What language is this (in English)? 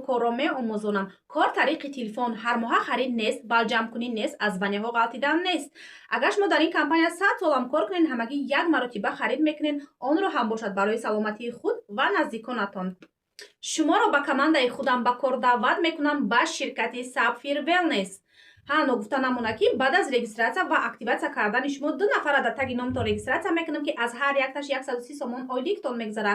Tajik